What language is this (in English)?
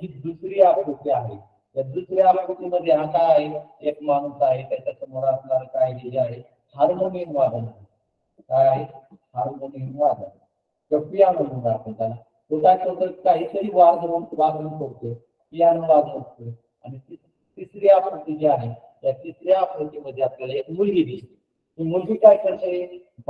Marathi